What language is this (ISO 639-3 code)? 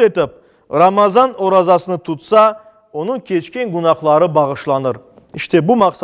crh